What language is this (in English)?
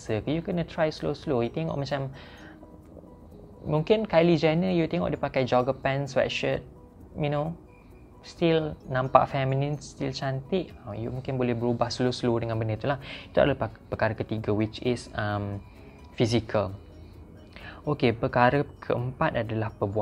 Malay